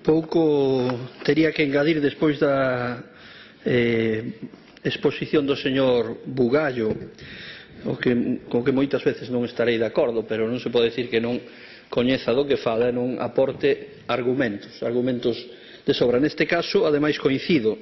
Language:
Galician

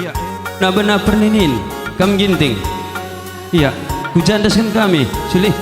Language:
Batak Karo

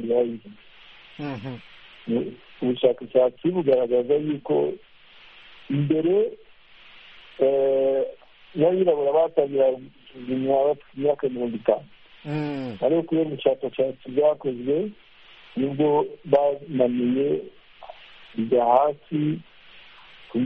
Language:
Kinyarwanda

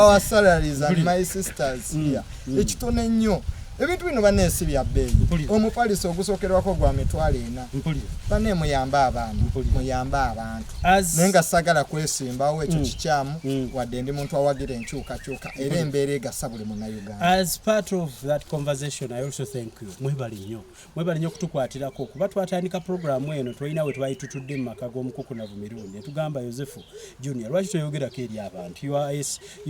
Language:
Ganda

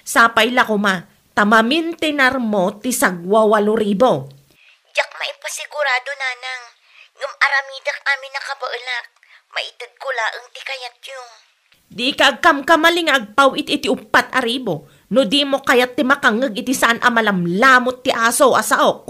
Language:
Iloko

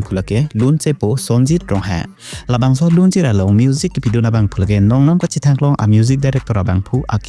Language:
Karbi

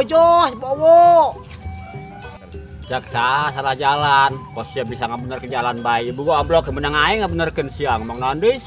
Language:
Sundanese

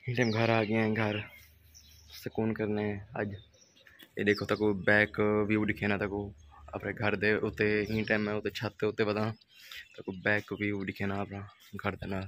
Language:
Saraiki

